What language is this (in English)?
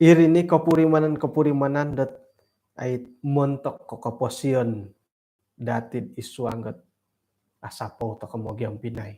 Central Dusun